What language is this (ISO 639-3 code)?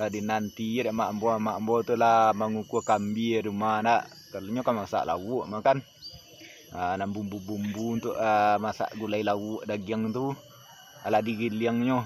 min